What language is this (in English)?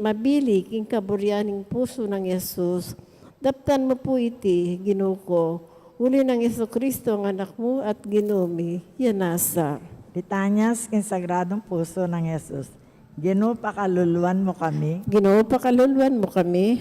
Pampanga